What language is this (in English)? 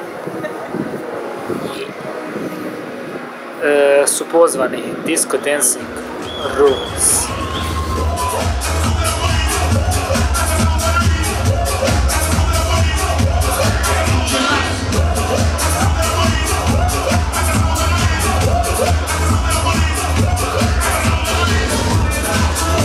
Croatian